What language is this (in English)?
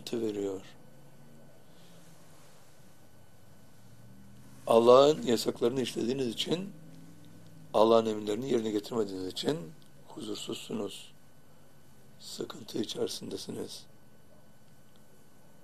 Turkish